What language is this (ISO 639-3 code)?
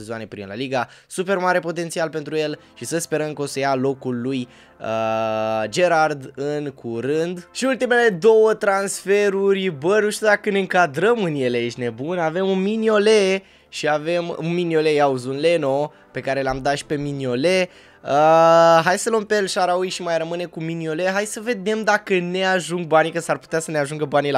ron